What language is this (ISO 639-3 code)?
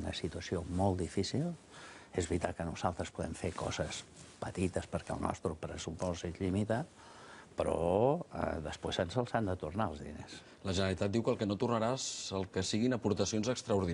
cat